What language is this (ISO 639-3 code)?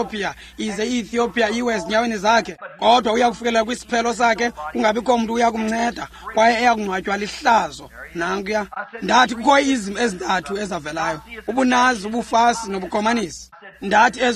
xho